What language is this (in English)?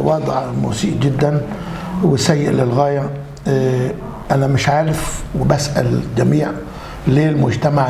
Egyptian Arabic